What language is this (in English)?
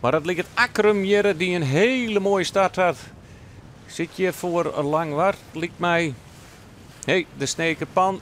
Western Frisian